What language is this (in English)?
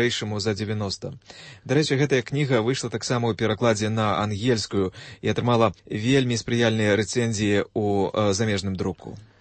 Belarusian